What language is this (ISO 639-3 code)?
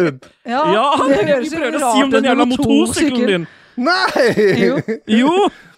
nor